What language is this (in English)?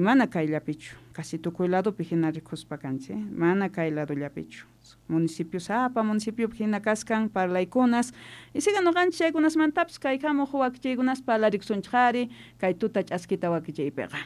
South Bolivian Quechua